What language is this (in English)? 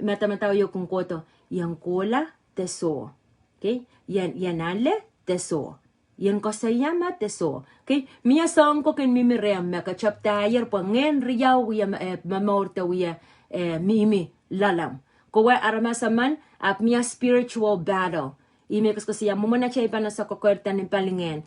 Pohnpeian